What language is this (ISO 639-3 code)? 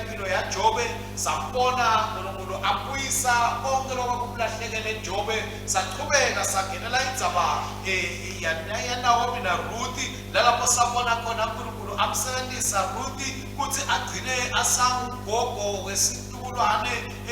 ssw